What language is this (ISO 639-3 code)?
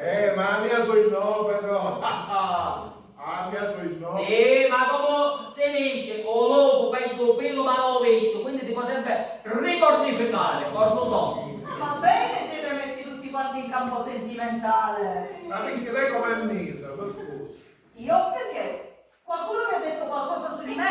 scn